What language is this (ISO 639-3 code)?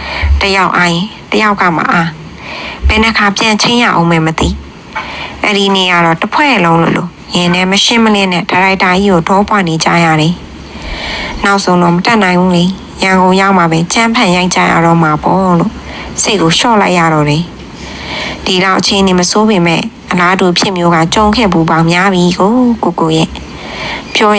mya